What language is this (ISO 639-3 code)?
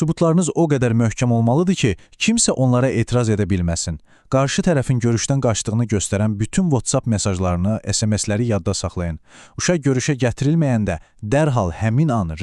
aze